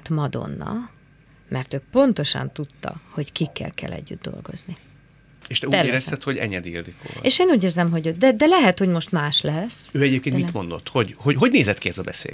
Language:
Hungarian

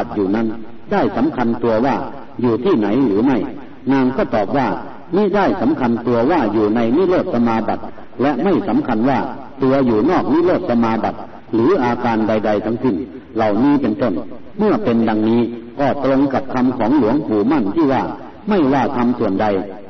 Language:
Thai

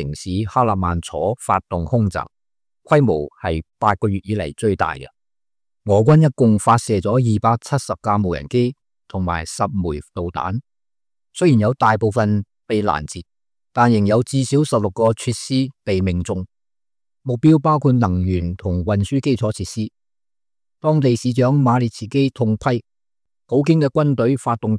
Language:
Cantonese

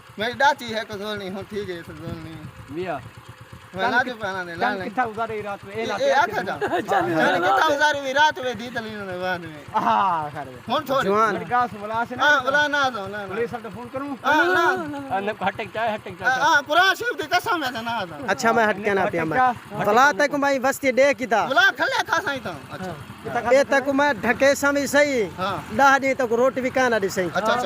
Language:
Saraiki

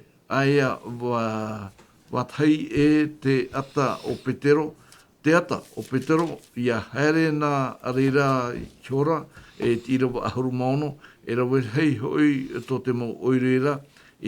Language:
Tahitian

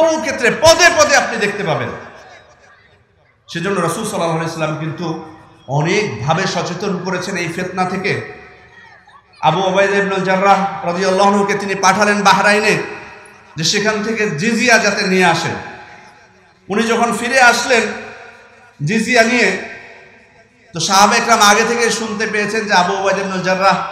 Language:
Bangla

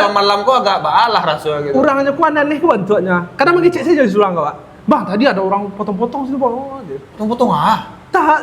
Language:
Minangkabau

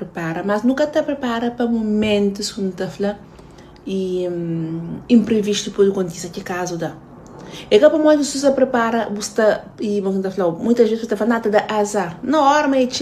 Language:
Kabuverdianu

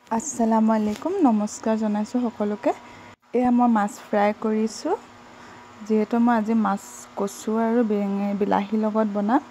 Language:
Assamese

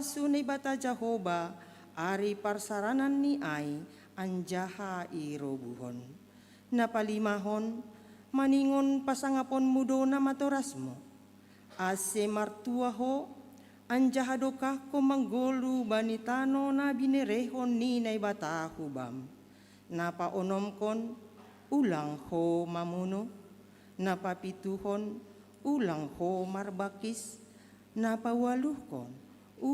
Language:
Batak Simalungun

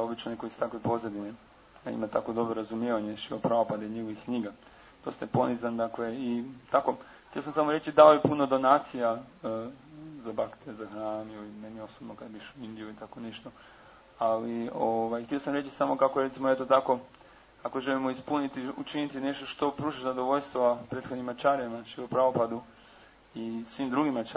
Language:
Croatian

